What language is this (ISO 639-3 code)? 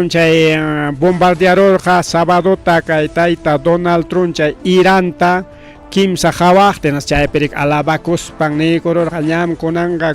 quy